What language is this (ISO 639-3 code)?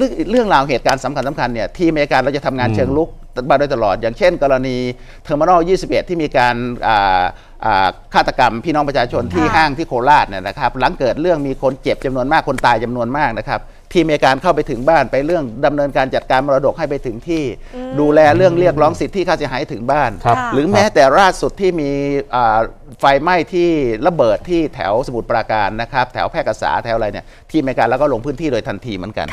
tha